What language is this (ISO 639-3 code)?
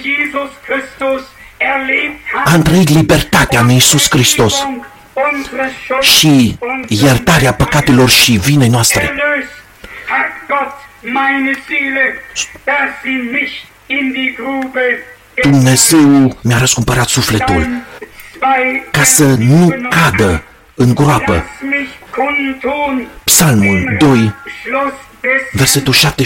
ron